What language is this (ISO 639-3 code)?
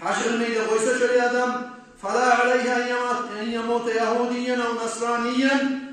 kum